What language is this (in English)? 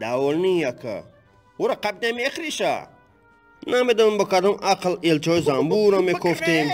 Tajik